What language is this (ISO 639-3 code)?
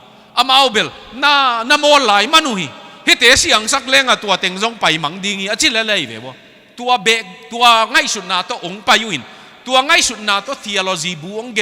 ctd